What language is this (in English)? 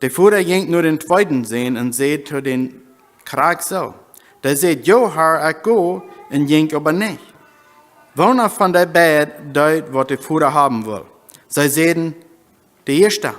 Plautdietsch